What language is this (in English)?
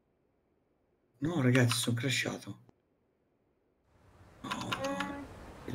Italian